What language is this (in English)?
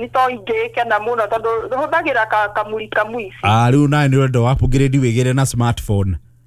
Kikuyu